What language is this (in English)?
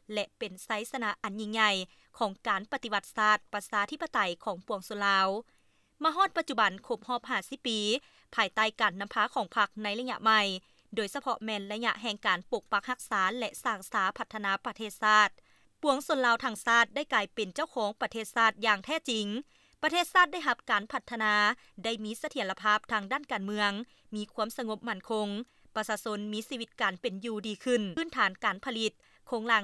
Lao